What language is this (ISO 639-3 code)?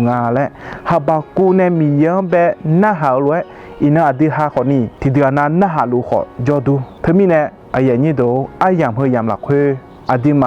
ahk